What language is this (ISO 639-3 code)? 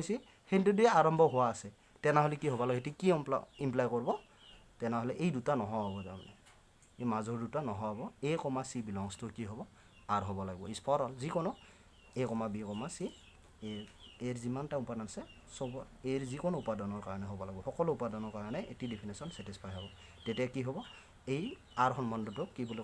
asm